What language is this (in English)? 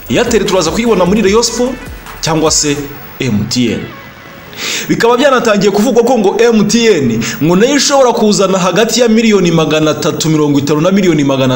Kinyarwanda